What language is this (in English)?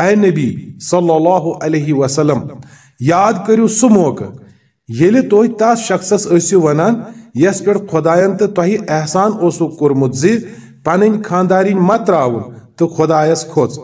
Kashmiri